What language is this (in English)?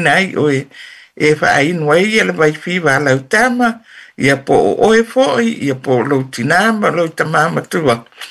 Samoan